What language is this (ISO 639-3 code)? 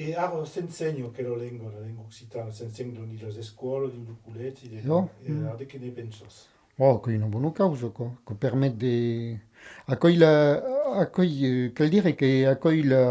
oci